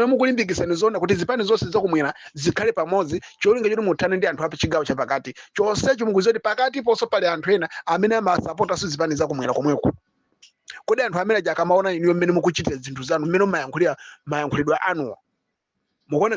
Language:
Nyanja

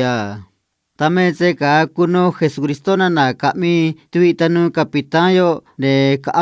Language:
Copala Triqui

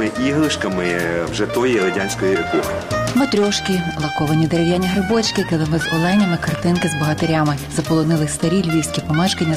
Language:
Ukrainian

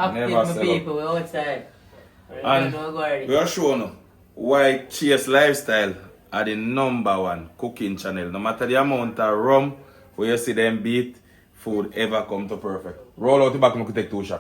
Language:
Jamaican Creole English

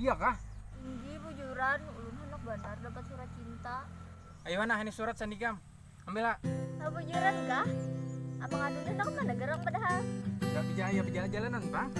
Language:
Banjar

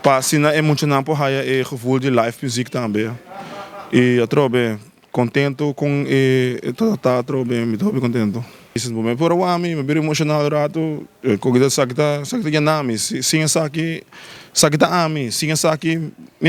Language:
Papiamento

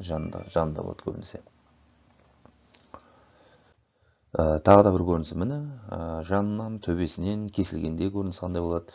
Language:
Kazakh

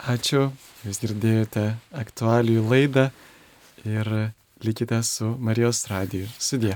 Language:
Lithuanian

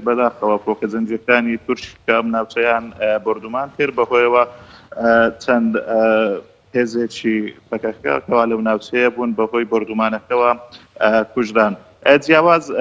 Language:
Central Kurdish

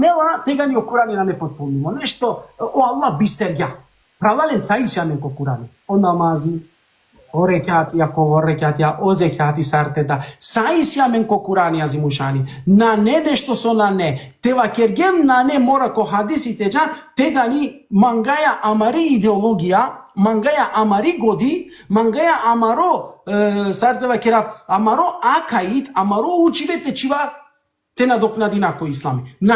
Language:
Balkan Romani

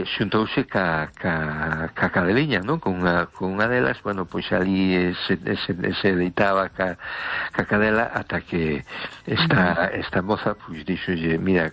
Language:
Galician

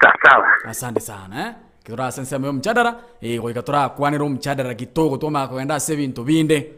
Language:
Gusii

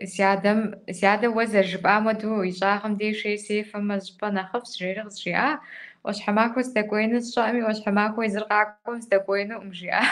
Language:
Kabardian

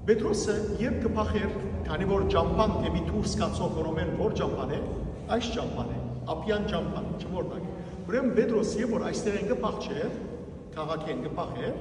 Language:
Western Armenian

